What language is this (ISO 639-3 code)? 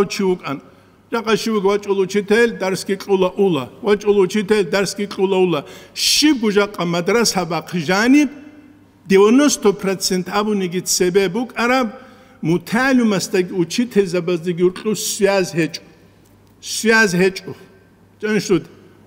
ava